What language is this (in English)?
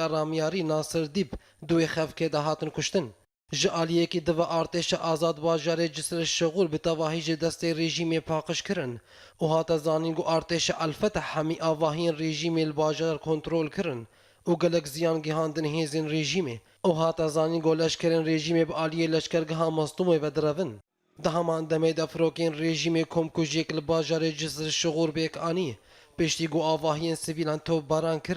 Kurdish